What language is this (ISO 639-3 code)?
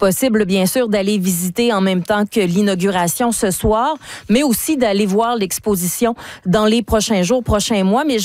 fra